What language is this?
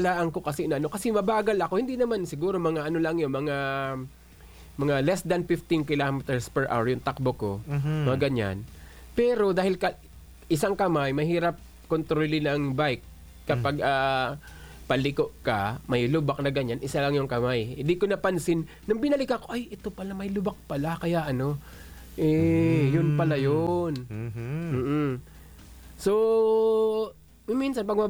Filipino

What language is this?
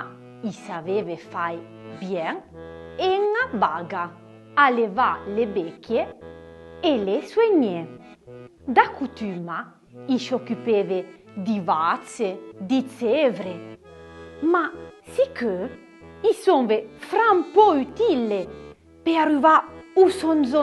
Arpitan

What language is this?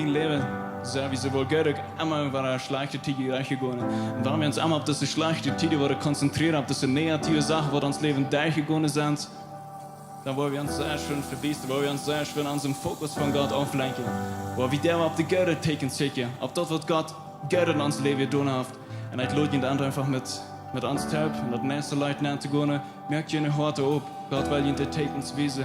Plautdietsch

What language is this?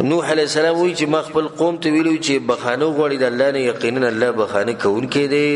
Pashto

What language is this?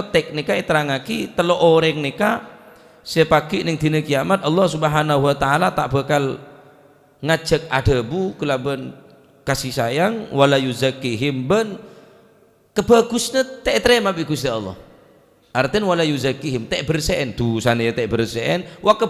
Madurese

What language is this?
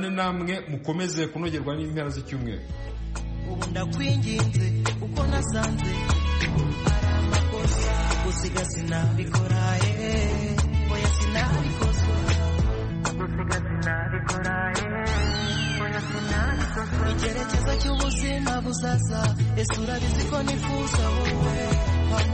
Kinyarwanda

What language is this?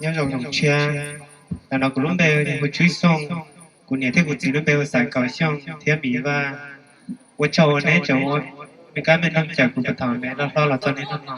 Hmong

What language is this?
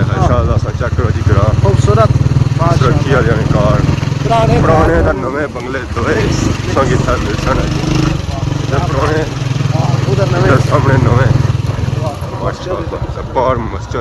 Pahari-Potwari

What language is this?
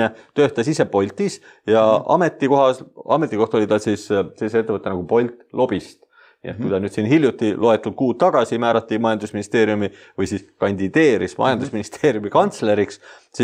Estonian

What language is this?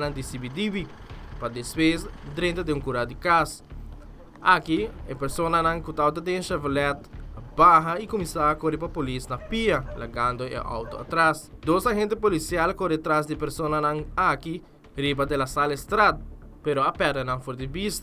Papiamento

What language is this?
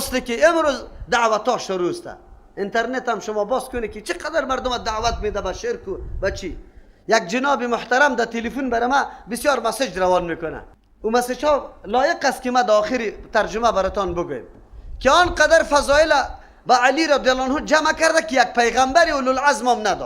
Persian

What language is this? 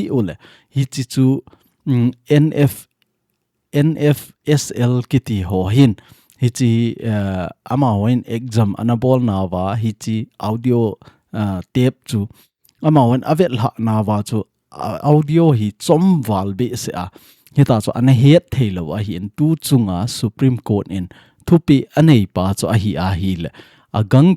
Thado Chin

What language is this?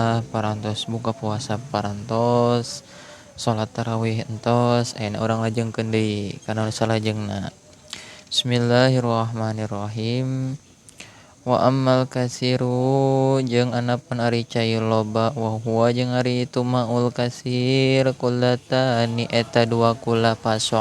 Sundanese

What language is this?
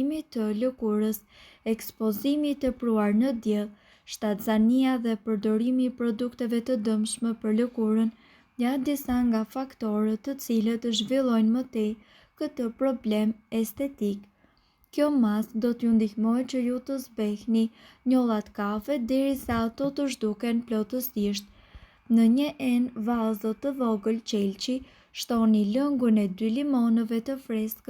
Albanian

